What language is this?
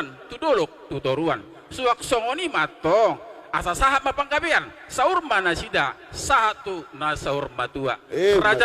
Batak Toba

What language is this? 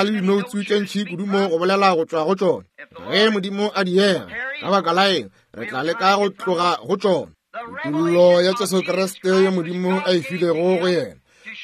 Northern Sotho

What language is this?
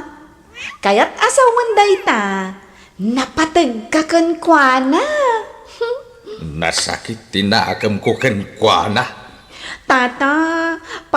Iloko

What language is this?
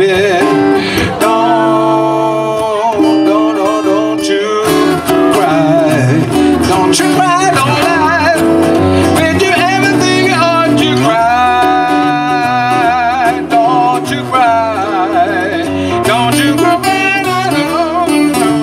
English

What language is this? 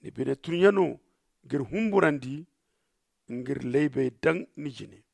Zarma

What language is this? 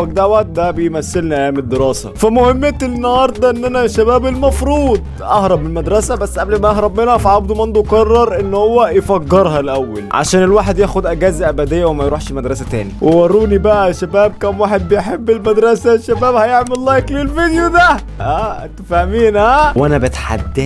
Egyptian Arabic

